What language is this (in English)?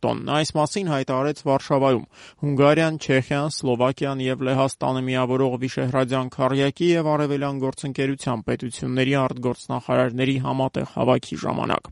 Armenian